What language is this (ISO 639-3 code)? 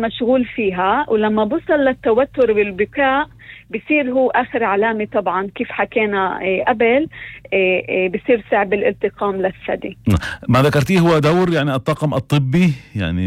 apc